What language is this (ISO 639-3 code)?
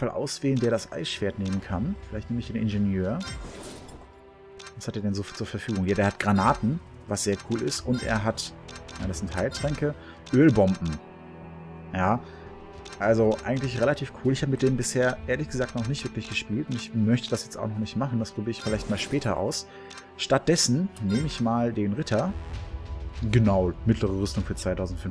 deu